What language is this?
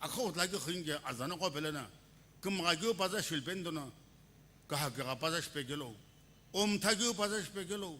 Sumi Naga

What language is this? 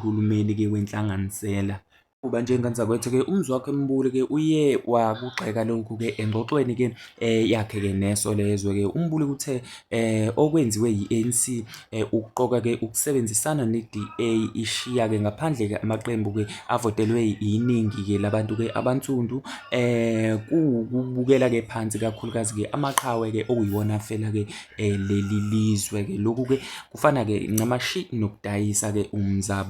Zulu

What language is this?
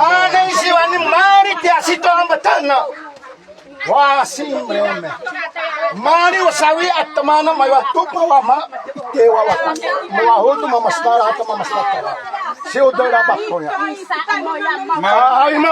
Xavánte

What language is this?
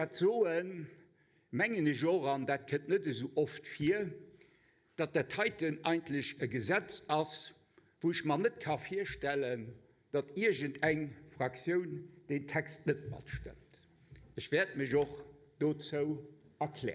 Luxembourgish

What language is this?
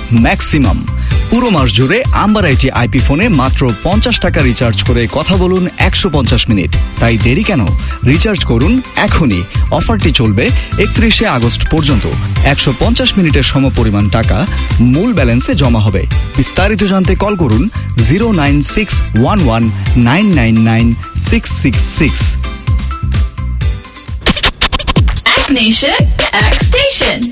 Bangla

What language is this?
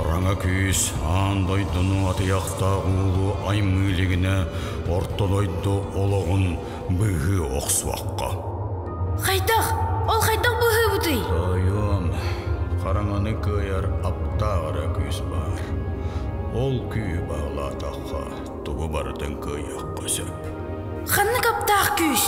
Yakut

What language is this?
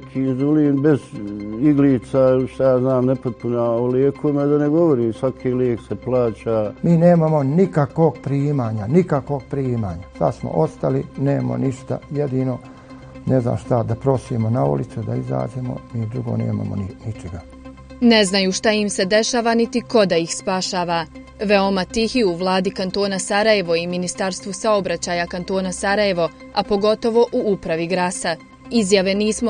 Bosnian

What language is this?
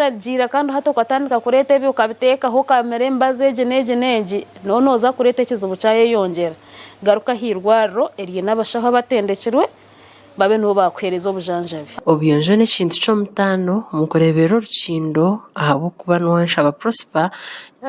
Nyankole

